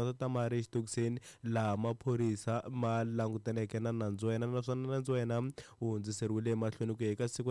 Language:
Tsonga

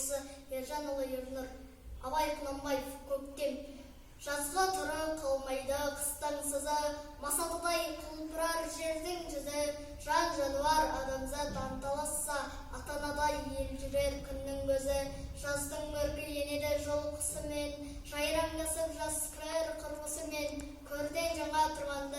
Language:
Kazakh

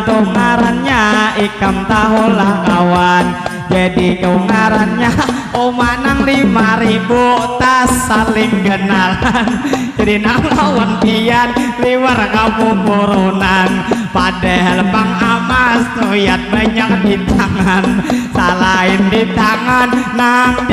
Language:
Banjar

